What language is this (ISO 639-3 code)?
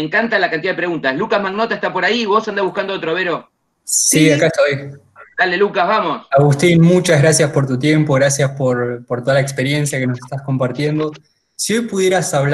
spa